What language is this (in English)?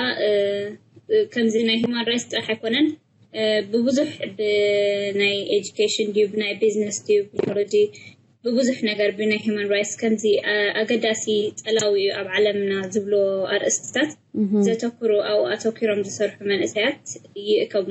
Tigrinya